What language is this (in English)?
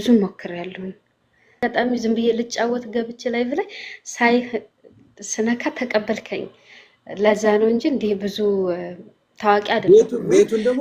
Amharic